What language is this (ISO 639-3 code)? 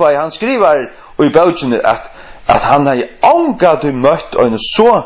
fao